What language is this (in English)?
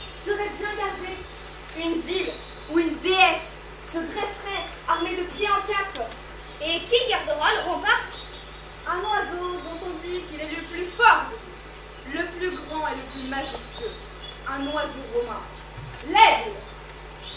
French